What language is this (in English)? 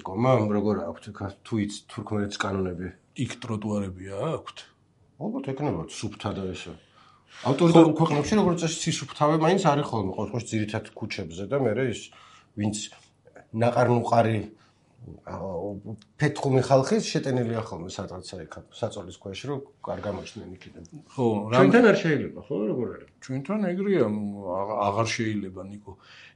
Georgian